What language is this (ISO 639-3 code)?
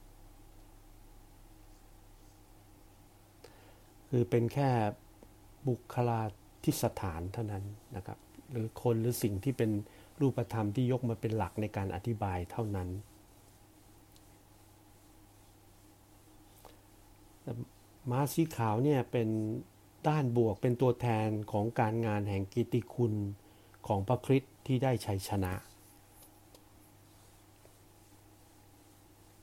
tha